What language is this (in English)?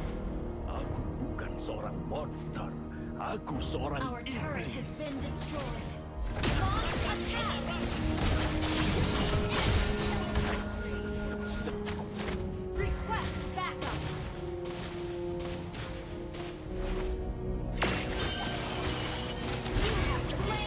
Indonesian